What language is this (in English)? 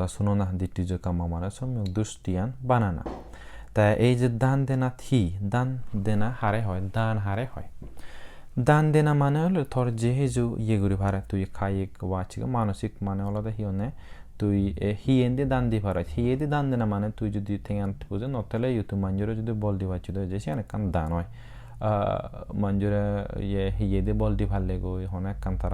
Chakma